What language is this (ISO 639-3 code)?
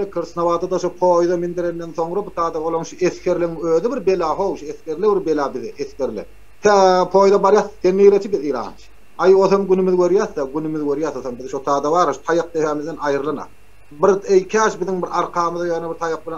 tuk